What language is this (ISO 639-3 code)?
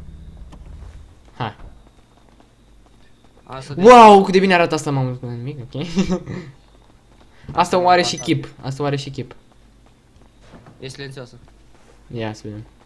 ron